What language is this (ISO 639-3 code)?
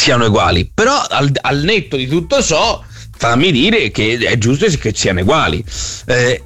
ita